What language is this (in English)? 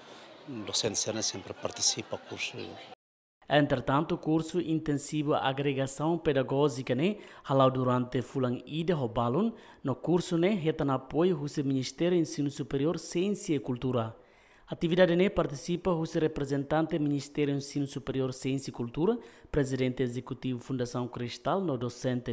Tetum